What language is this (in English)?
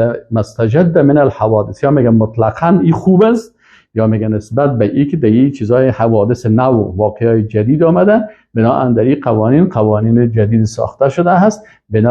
Persian